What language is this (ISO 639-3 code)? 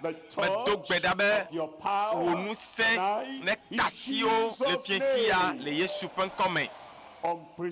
ewe